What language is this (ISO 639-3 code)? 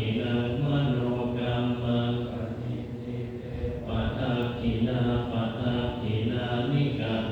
pli